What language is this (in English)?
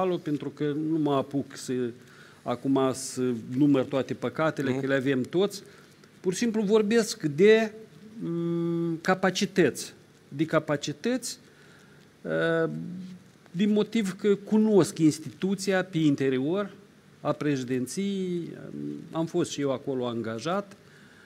Romanian